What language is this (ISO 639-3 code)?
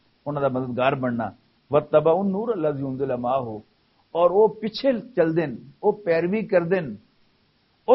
lah